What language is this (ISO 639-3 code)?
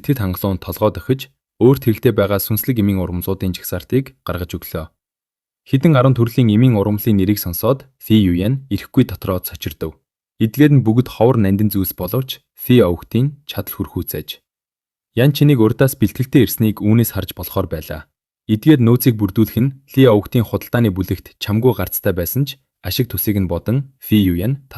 mon